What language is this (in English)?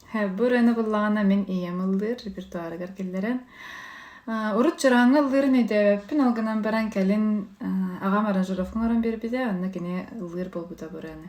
Yakut